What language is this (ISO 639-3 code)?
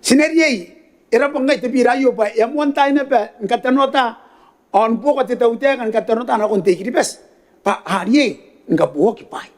gil